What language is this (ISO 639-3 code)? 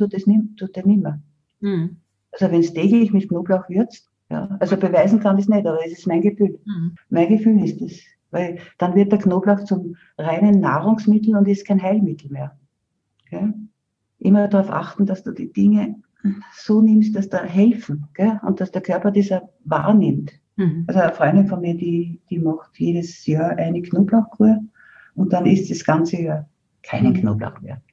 deu